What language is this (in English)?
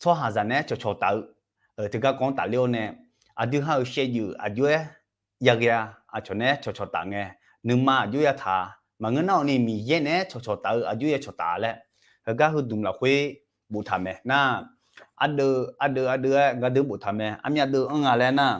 Akha